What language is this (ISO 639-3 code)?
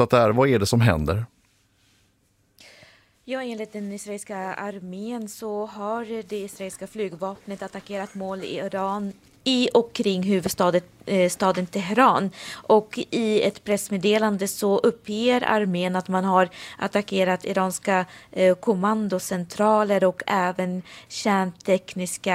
swe